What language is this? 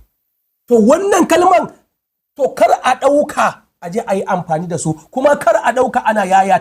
Hausa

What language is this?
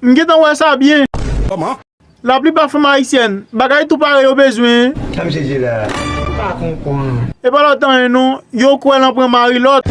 Haitian Creole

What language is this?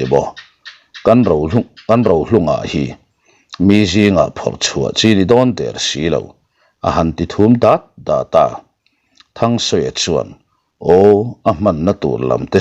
Mizo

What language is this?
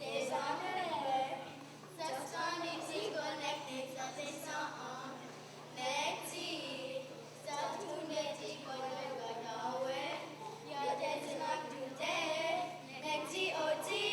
Mohawk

